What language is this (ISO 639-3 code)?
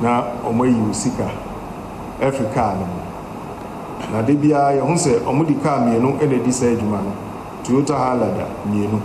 aka